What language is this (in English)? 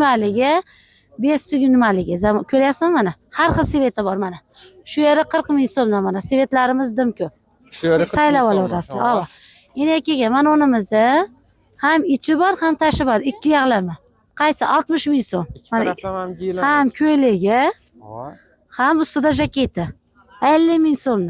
Uzbek